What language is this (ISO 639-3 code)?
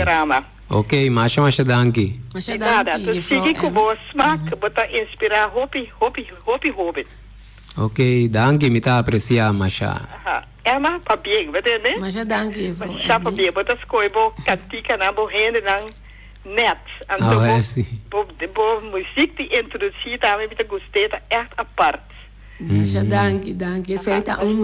pap